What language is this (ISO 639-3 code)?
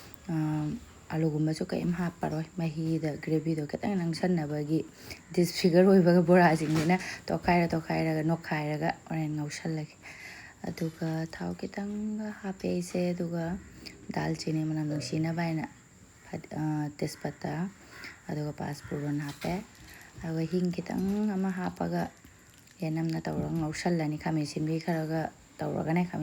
mni